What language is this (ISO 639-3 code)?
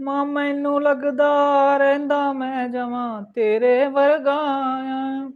doi